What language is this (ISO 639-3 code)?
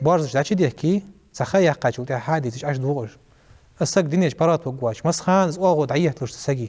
inh